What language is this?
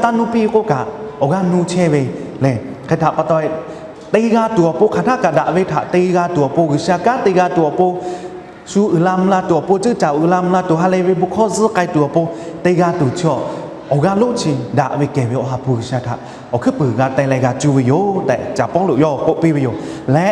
Lahu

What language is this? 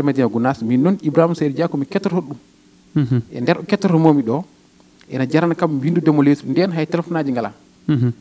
Fula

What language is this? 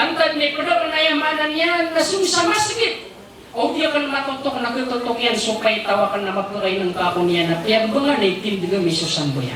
Maranao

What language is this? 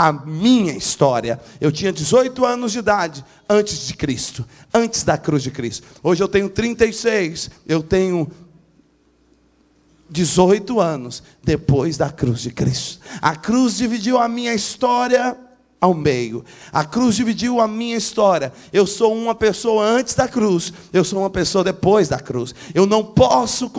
Portuguese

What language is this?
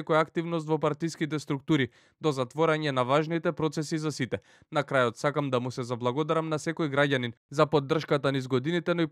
Macedonian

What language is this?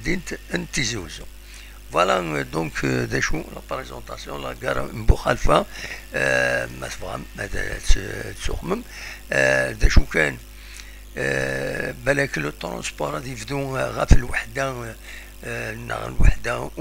Kabyle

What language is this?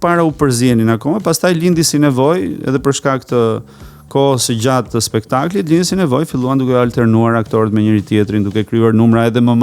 Albanian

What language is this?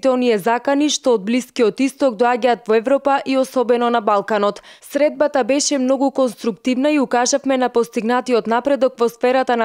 Macedonian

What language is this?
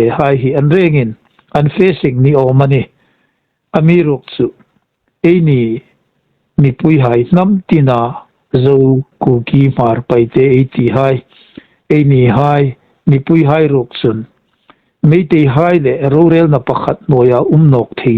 Hmar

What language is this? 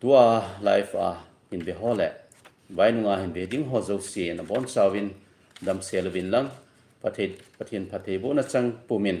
Thado Chin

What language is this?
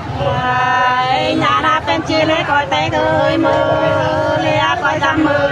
Nung (Viet Nam)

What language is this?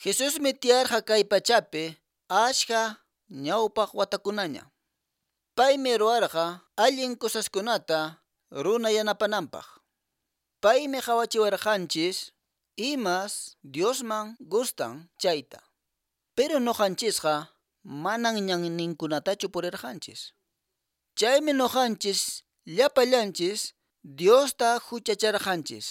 Quechua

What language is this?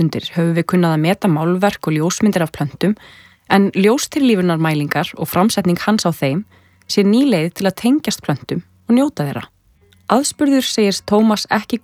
Icelandic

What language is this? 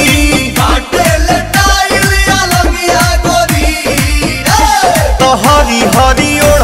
Bhojpuri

